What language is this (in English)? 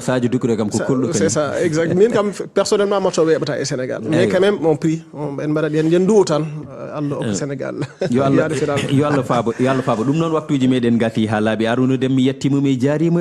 Fula